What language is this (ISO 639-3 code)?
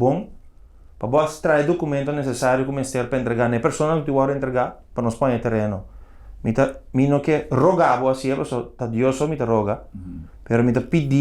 pap